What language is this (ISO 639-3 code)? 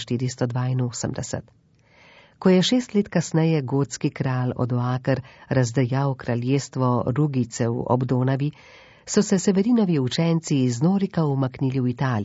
slv